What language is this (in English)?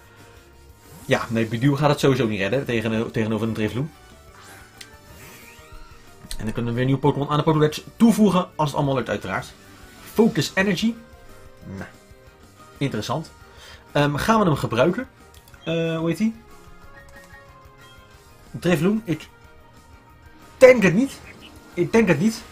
Dutch